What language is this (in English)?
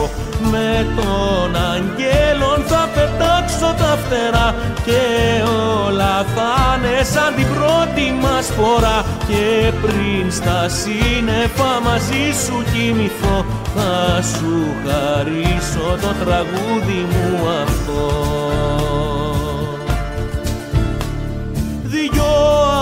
Greek